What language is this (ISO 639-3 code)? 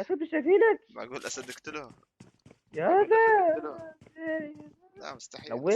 apc